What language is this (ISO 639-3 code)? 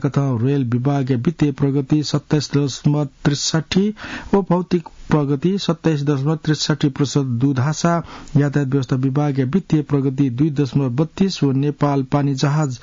new